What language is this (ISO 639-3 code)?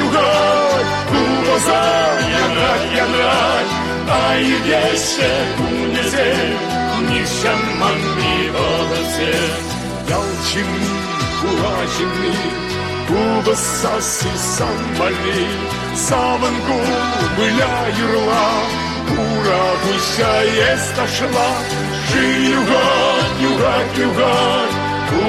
chv